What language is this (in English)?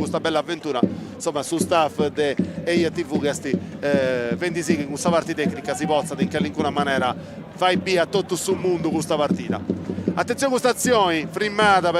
Sardinian